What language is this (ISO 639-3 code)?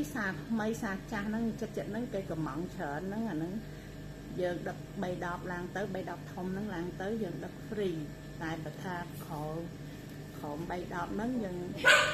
khm